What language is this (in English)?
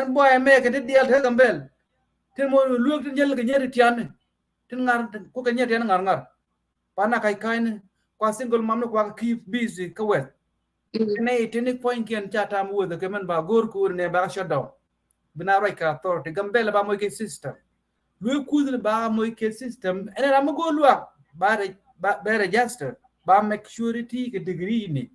Nuer